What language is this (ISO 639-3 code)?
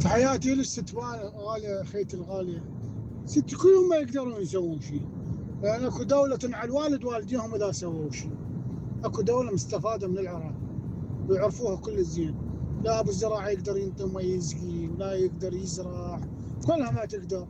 acm